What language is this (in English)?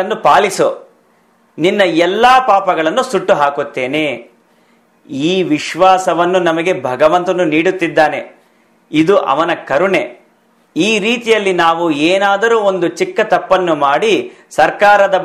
Kannada